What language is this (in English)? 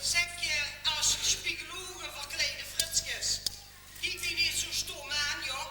Limburgish